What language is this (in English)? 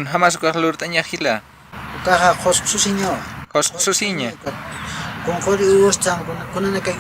Aymara